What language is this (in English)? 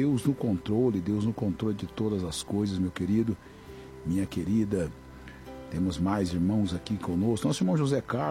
Portuguese